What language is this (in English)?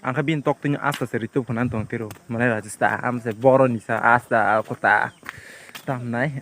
Kok Borok